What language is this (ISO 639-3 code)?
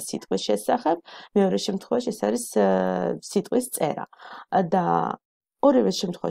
kat